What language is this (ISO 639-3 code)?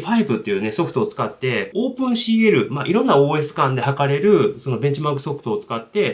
jpn